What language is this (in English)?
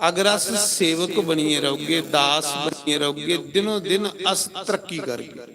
Dogri